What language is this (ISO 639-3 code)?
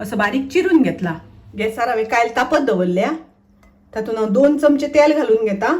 kok